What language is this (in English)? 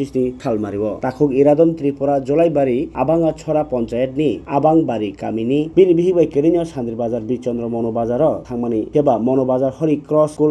Kok Borok